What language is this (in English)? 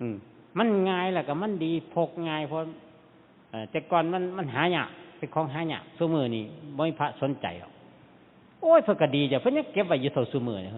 Northeastern Thai